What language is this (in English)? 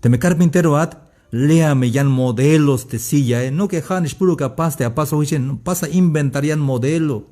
Tzeltal